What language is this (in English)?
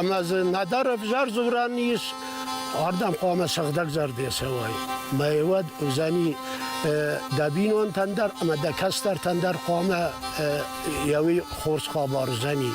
Ossetic